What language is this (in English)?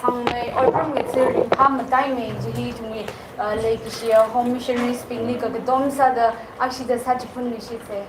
Tangkhul Naga (India)